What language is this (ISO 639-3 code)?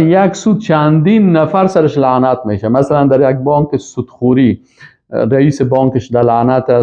fas